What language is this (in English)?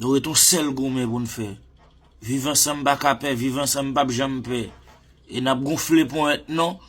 Haitian Creole